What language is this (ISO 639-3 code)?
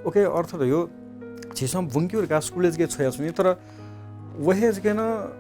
new